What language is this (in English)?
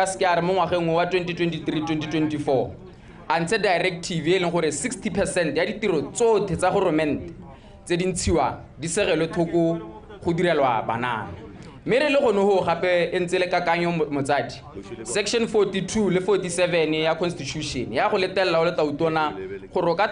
Tswana